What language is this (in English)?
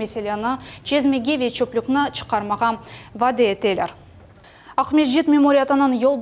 Crimean Tatar